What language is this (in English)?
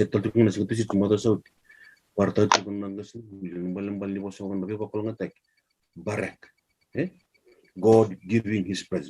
Fijian